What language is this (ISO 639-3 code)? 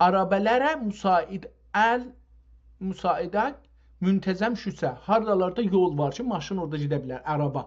azb